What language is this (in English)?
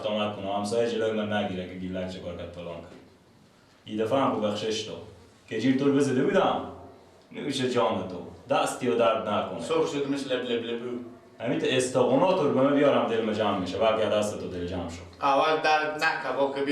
Persian